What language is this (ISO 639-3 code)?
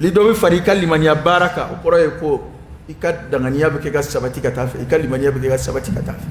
dyu